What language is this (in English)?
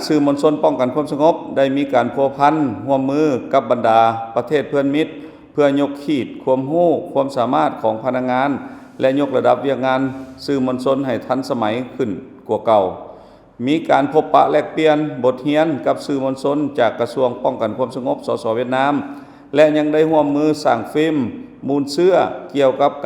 Lao